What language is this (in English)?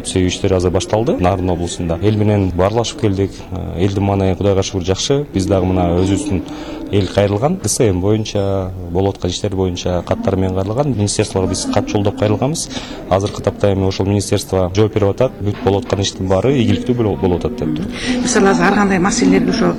Kyrgyz